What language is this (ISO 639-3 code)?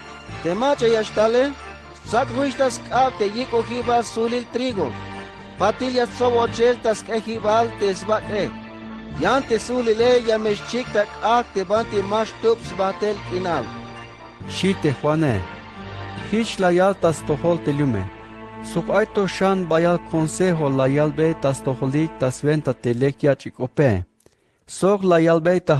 tzh